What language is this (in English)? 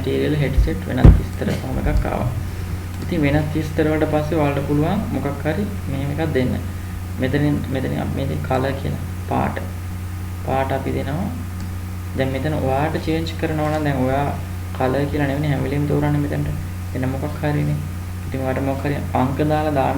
Sinhala